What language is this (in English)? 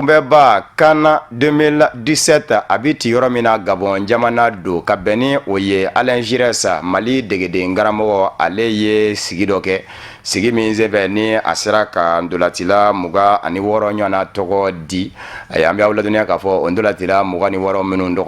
Bambara